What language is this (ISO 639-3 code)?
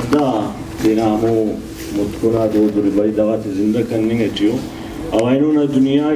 brh